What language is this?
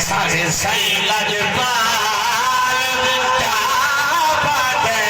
Saraiki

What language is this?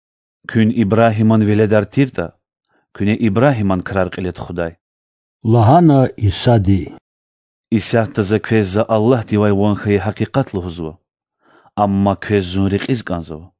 Lezghian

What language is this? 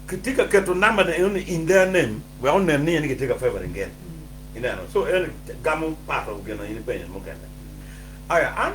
Acoli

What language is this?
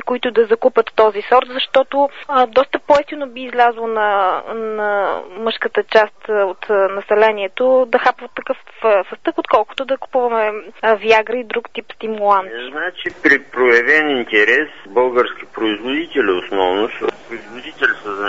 Bulgarian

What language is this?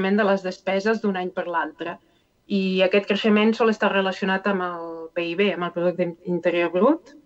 Catalan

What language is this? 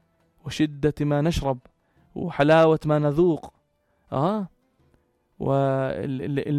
North Levantine Arabic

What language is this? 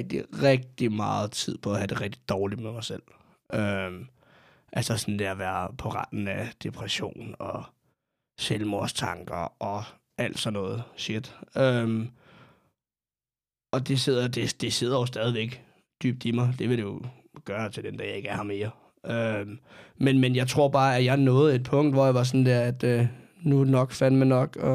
Danish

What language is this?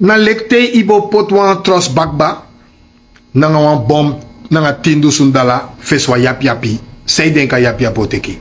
Sranan Tongo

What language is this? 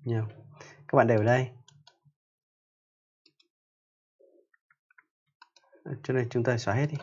Vietnamese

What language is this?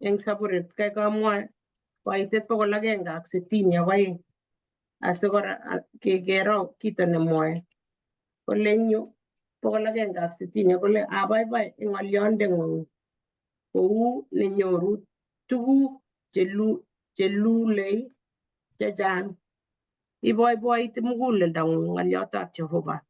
Kalenjin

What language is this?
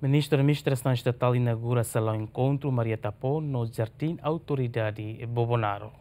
Tetum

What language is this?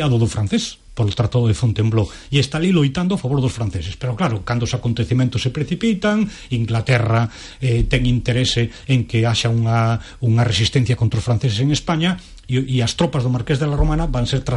Galician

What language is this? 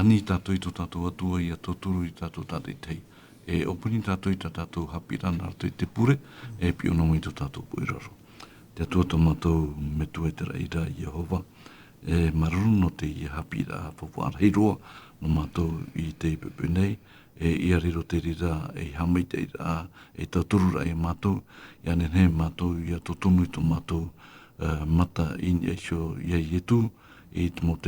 Tahitian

